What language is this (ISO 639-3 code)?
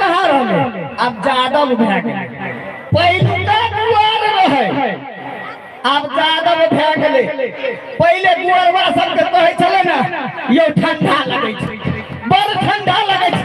mai